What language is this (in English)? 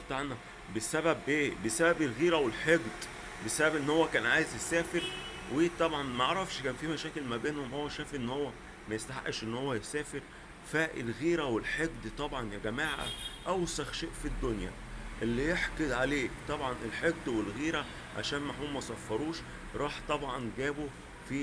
Egyptian Arabic